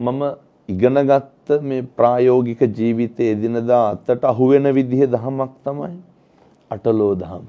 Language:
Sinhala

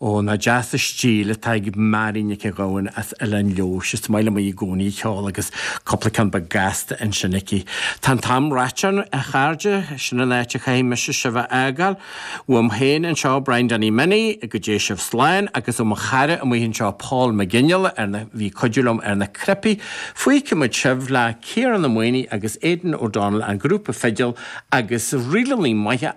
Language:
Irish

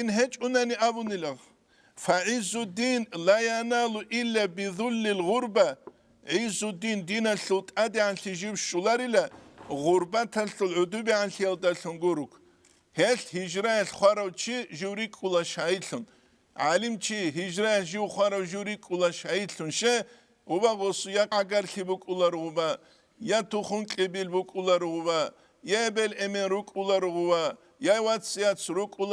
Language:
Avaric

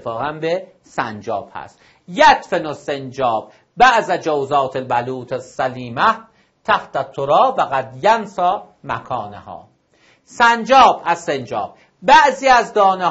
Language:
Persian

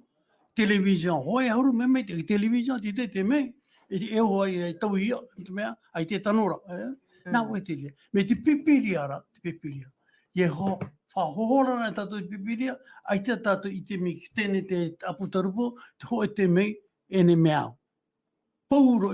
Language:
Tahitian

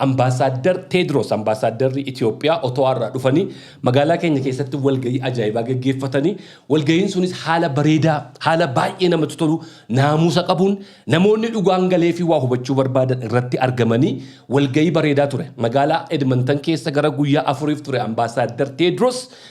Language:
Oromo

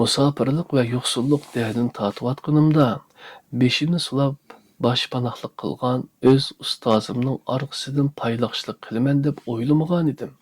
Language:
Uyghur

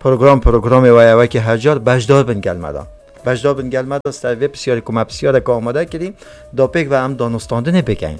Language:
Kurdish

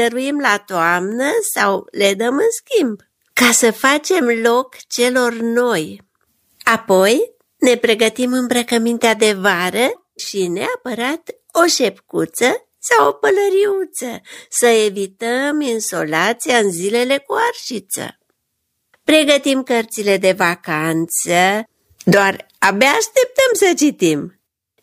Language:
Romanian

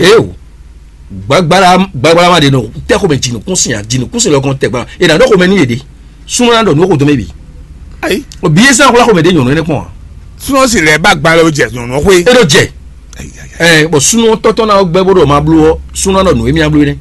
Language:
Fon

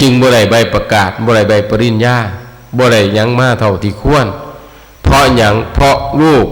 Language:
Northeastern Thai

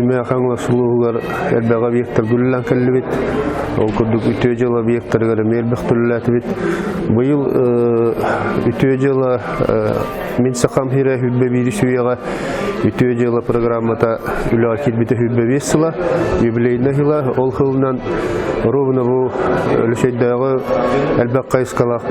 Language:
Yakut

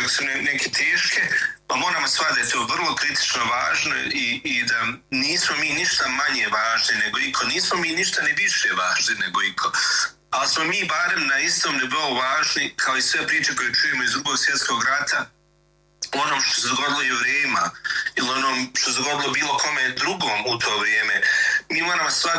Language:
Bosnian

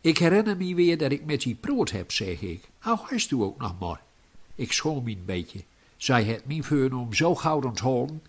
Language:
Gronings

